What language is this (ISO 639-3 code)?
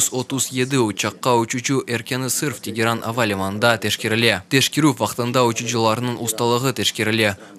crh